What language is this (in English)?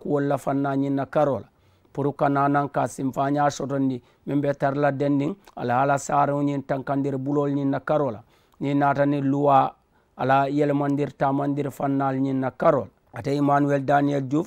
Mandingo